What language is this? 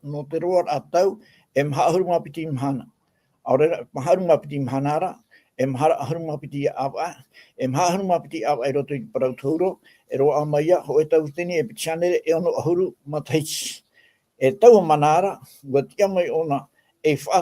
Tahitian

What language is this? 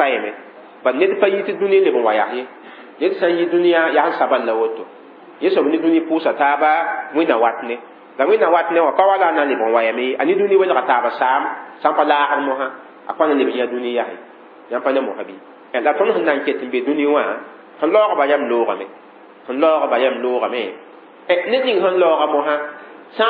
Mossi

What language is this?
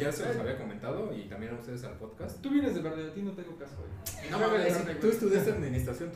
Spanish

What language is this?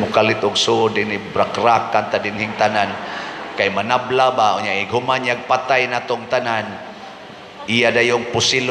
Cebuano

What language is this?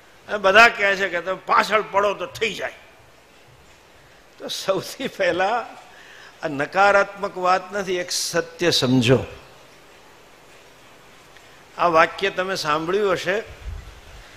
Gujarati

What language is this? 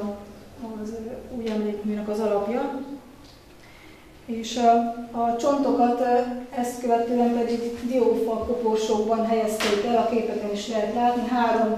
Hungarian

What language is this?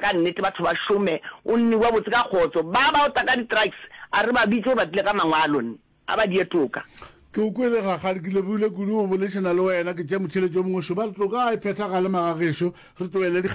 Northern Sotho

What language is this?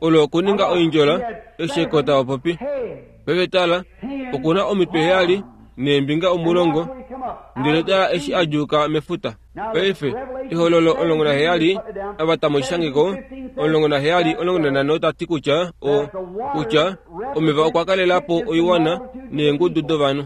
Kuanyama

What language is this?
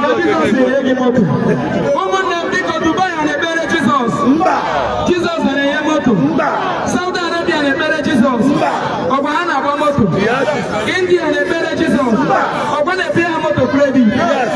Igbo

